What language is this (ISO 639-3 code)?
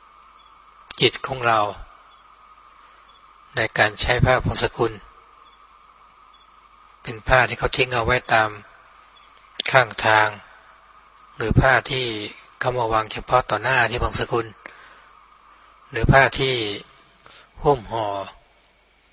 tha